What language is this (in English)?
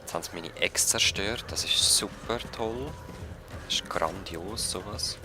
Swiss German